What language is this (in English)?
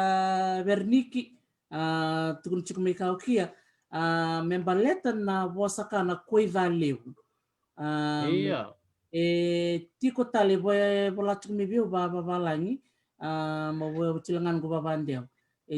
Fijian